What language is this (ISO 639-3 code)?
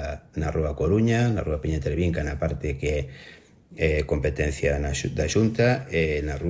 glg